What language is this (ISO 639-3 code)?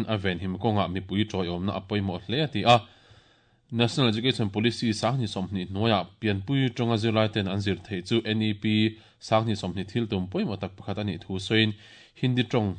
lus